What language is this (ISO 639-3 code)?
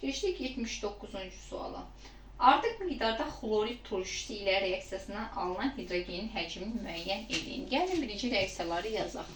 aze